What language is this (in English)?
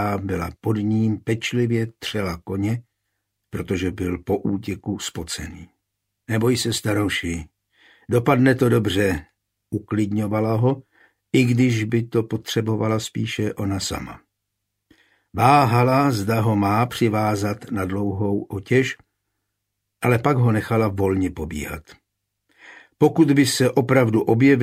Czech